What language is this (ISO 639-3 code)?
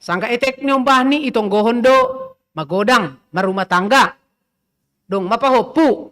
bts